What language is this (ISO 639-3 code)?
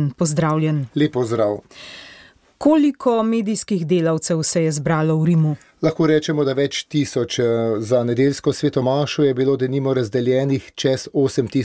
slv